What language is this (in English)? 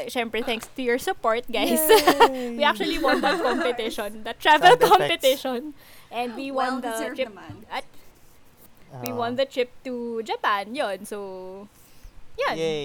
Filipino